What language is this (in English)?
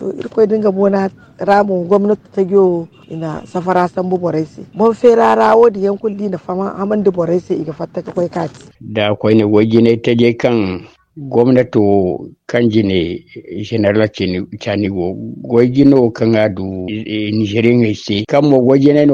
Zarma